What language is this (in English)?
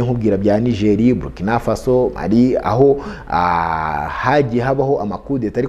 Kinyarwanda